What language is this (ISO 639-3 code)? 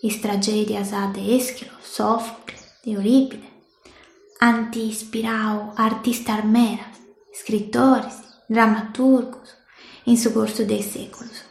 srd